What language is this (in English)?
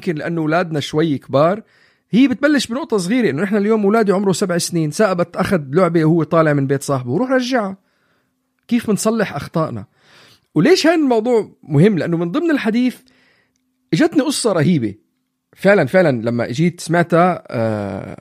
North Levantine Arabic